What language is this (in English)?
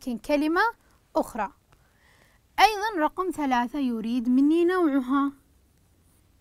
Arabic